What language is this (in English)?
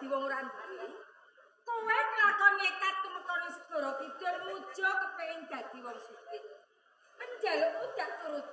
Javanese